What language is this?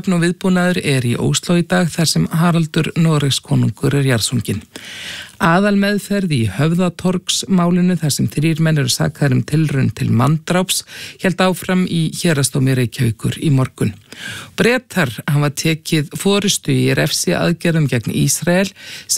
Icelandic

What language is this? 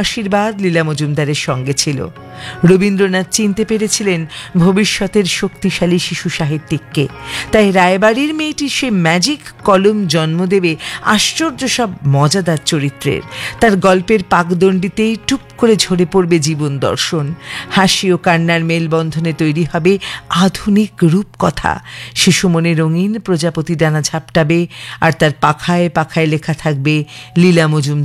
Bangla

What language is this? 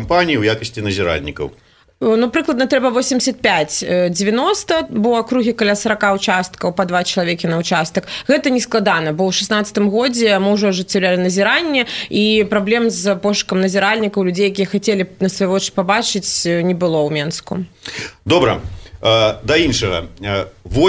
Belarusian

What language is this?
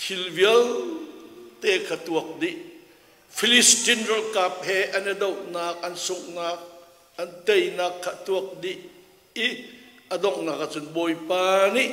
Hakha Chin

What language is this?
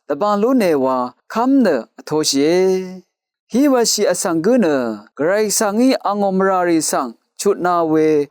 Rawang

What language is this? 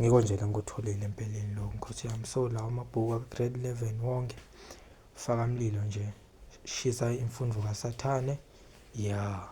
Zulu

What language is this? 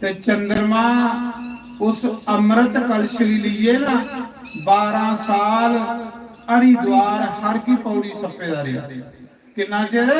Dogri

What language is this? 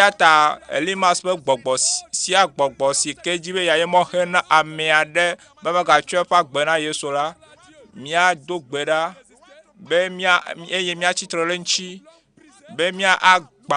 Ewe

